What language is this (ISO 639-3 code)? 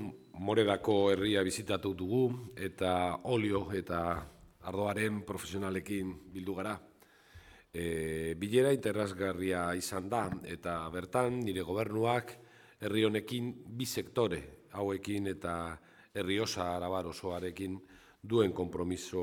eus